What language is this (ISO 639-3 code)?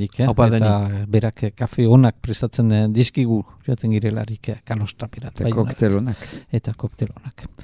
eus